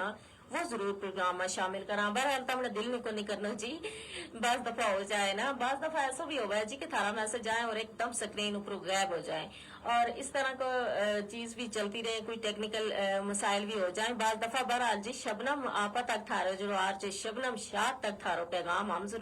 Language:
Gujari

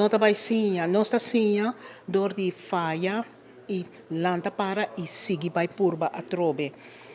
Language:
Papiamento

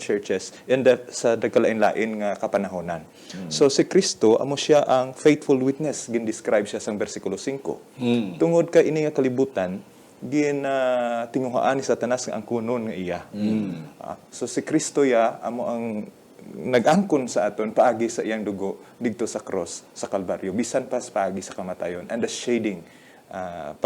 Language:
Hiligaynon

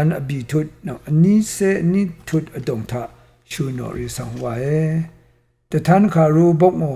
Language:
Rawang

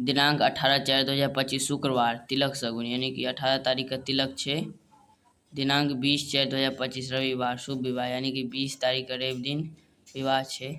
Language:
Maithili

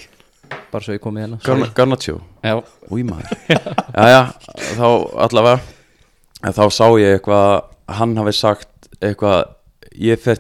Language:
Icelandic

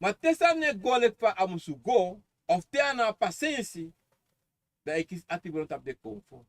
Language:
Sranan Tongo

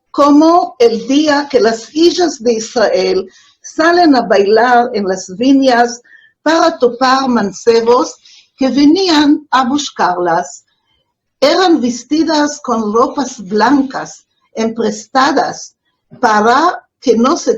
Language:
Ladino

